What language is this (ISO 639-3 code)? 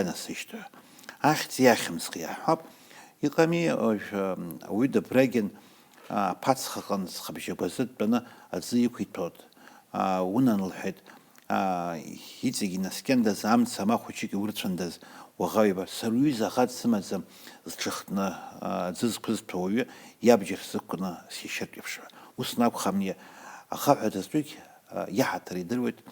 abk